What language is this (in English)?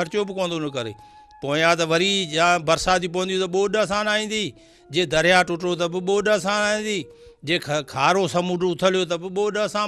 Sindhi